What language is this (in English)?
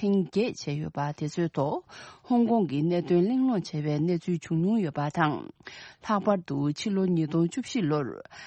Tibetan